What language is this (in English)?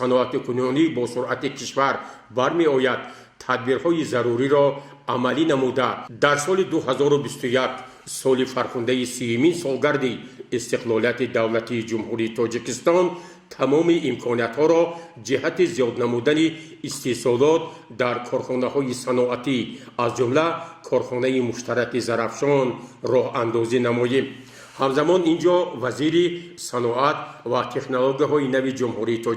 Tajik